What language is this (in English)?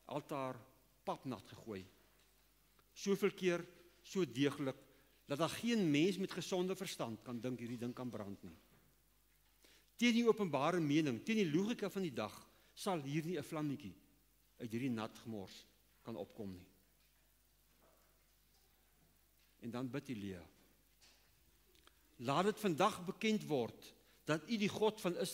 Afrikaans